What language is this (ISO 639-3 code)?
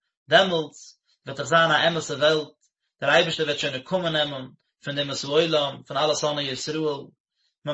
yid